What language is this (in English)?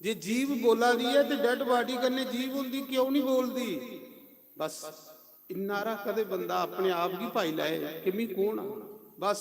Dogri